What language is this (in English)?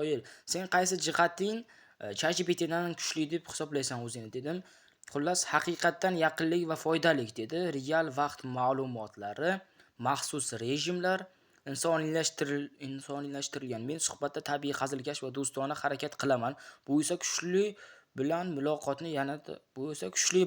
Uzbek